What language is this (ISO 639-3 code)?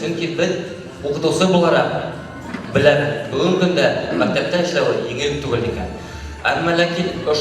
bak